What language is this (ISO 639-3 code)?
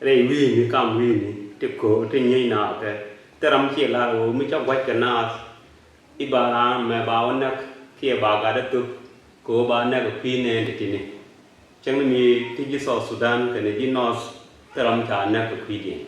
nus